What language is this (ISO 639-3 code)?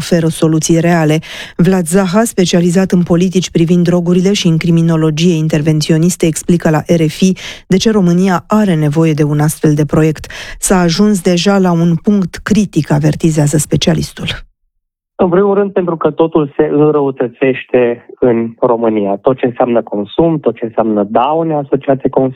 ron